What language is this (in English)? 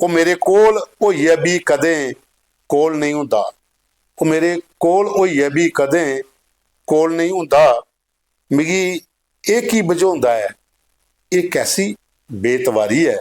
Dogri